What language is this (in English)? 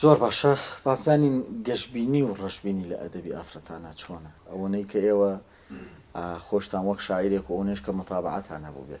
Central Kurdish